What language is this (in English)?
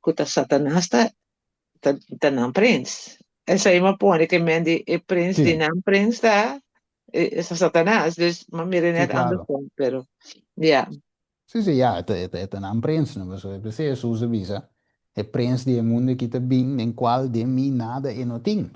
Papiamento